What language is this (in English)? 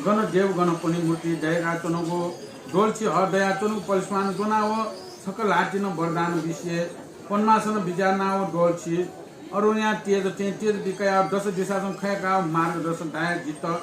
Newari